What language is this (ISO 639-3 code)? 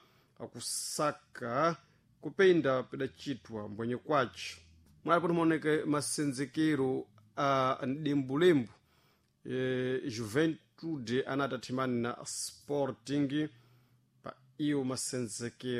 seh